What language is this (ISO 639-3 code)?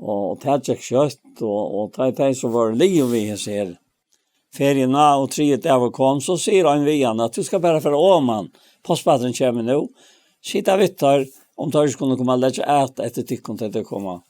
fao